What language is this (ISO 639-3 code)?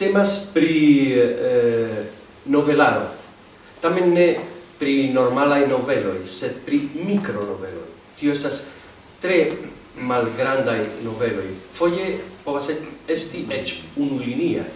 epo